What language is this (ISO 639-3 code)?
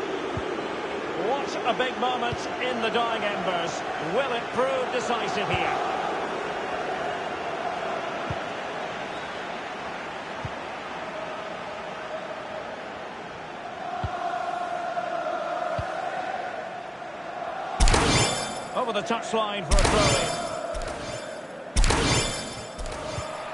eng